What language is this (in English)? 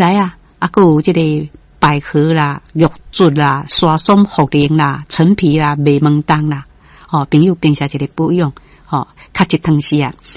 Min Nan Chinese